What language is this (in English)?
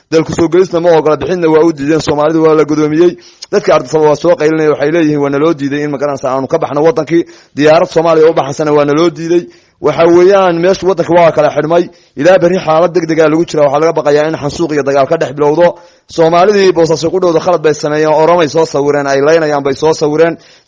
Somali